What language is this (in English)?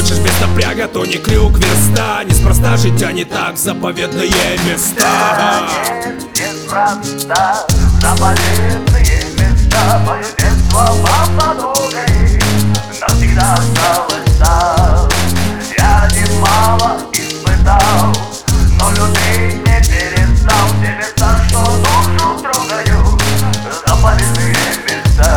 Russian